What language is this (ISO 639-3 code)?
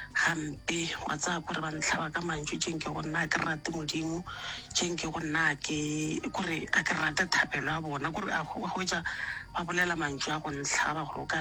nso